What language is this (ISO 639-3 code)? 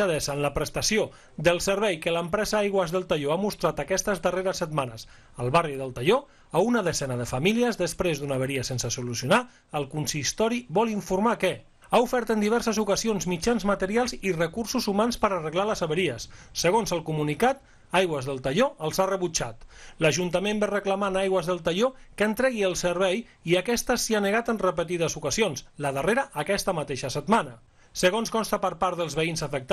cat